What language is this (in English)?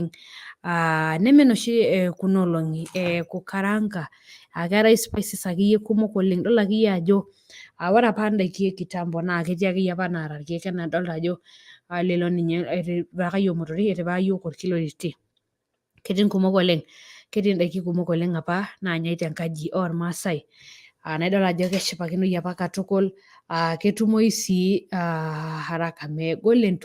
Masai